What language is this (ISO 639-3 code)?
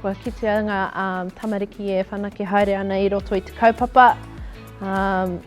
mri